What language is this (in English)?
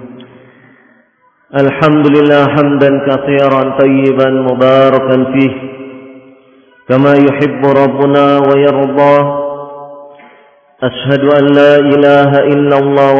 Indonesian